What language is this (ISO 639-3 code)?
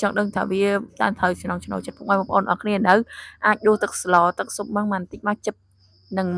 khm